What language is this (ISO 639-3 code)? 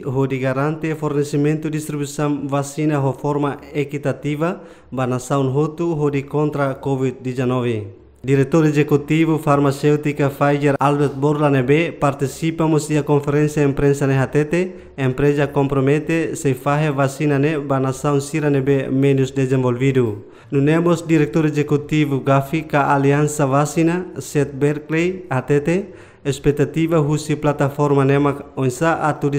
tet